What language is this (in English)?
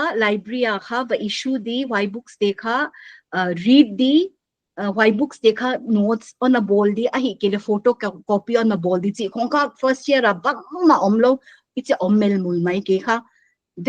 Paite Chin